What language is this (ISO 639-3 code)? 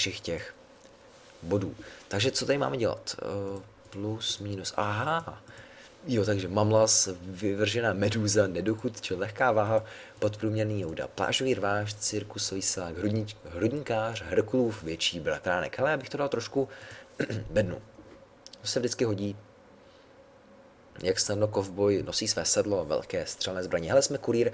ces